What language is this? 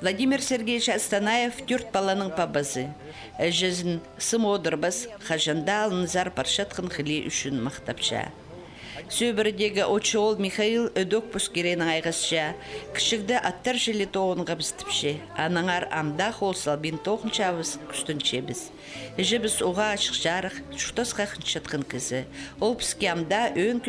Khakas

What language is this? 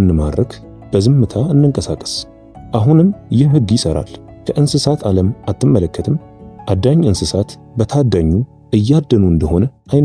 Amharic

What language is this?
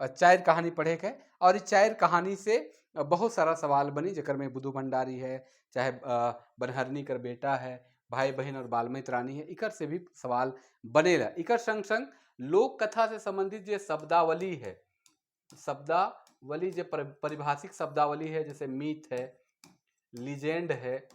Sadri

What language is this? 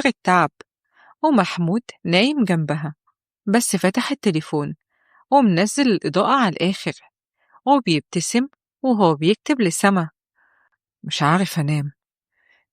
Egyptian Arabic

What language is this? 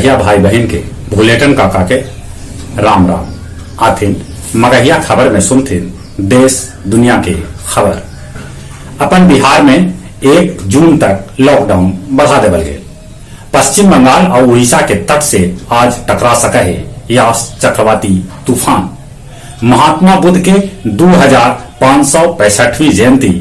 Magahi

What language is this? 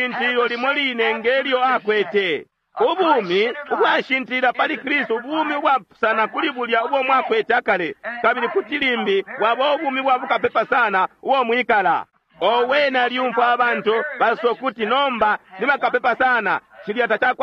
Bemba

